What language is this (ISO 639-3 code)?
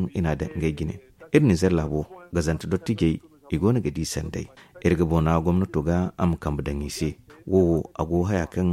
dje